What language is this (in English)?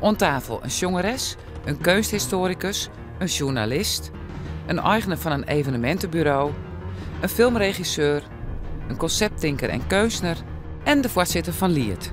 Western Frisian